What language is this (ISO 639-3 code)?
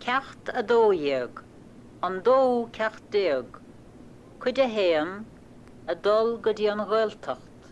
gle